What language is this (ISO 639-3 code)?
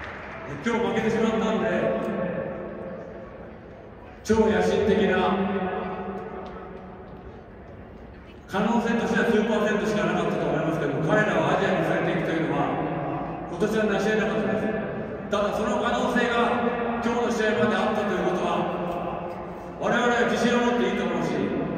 jpn